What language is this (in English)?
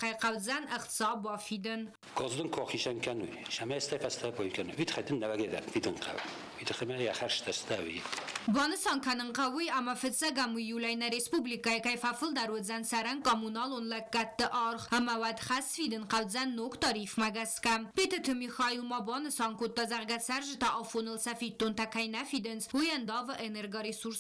Ossetic